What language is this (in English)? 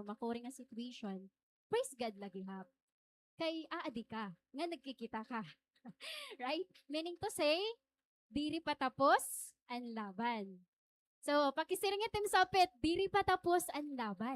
Waray